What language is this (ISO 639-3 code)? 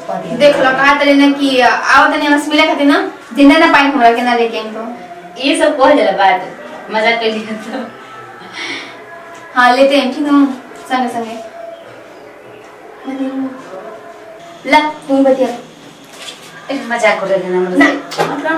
bho